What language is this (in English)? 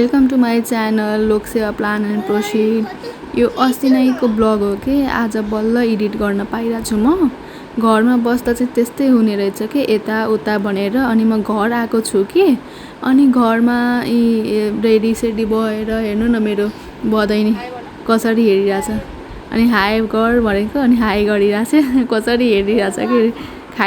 Nepali